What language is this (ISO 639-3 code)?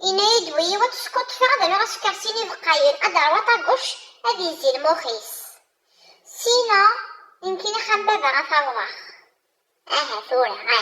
kab